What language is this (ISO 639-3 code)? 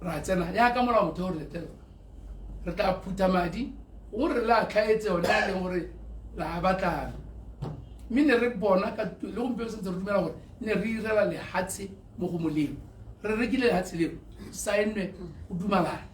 tsn